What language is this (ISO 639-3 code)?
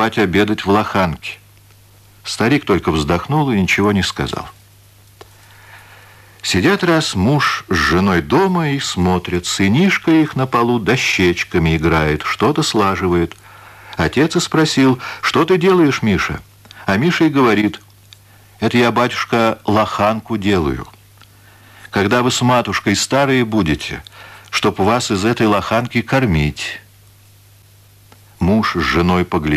rus